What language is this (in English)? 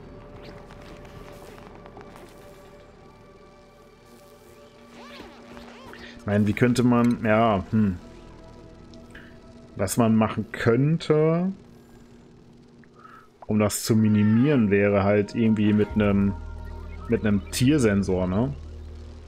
German